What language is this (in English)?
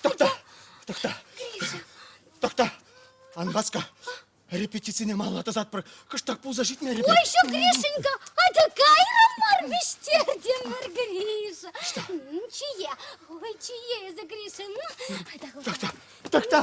Chuvash